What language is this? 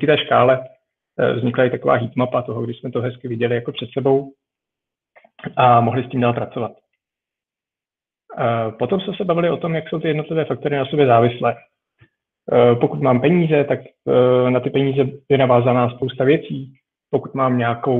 Czech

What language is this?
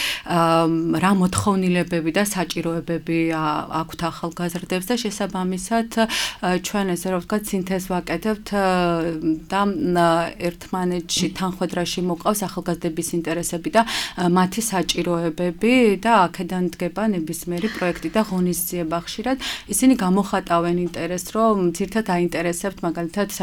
Georgian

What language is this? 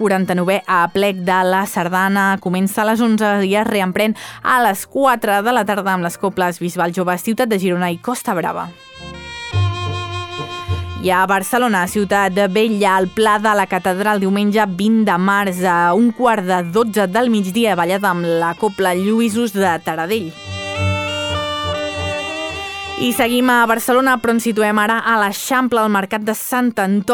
Catalan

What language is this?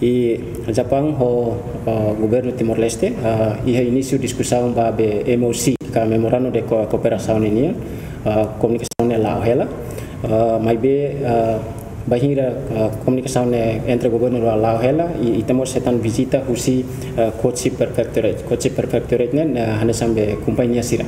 Tetum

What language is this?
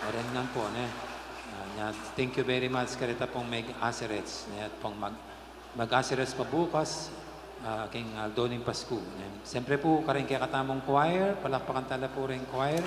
Pampanga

